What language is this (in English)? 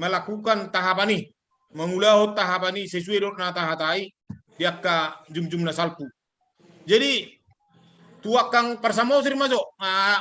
Batak Toba